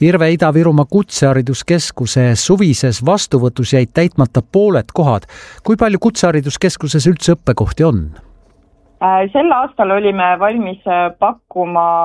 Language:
Estonian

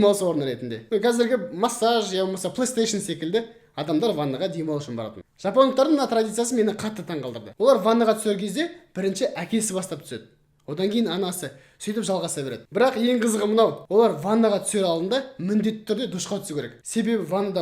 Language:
Kazakh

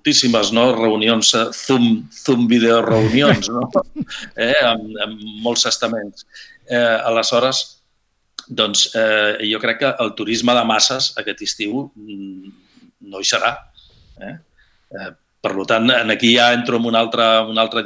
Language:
Catalan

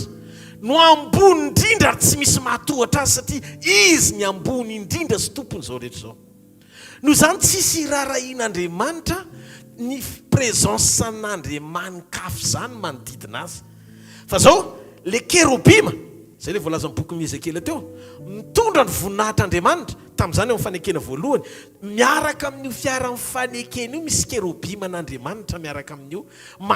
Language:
Malagasy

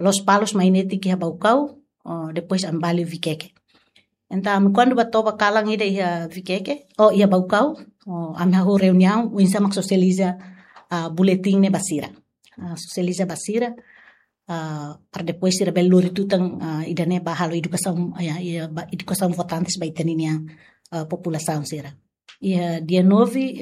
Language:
Tetum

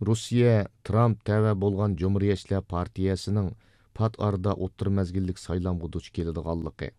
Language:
Uyghur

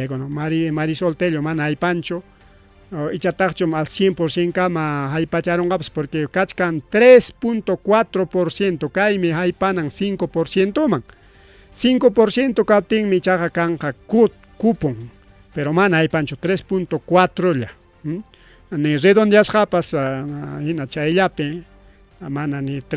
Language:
Ayacucho Quechua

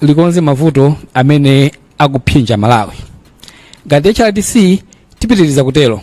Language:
Nyanja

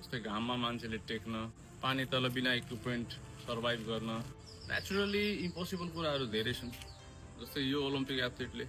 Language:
Nepali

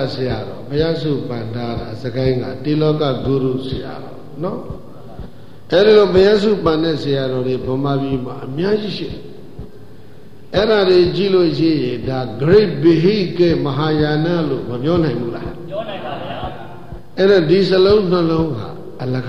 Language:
Burmese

